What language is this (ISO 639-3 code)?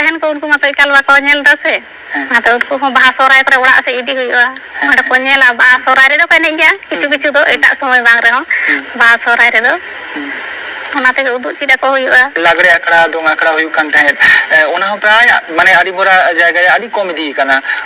sat